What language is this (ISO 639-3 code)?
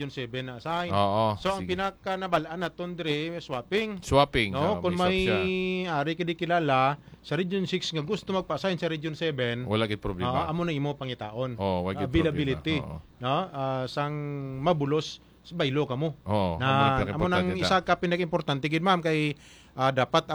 hil